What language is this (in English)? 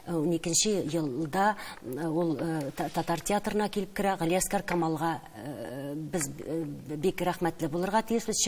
Tatar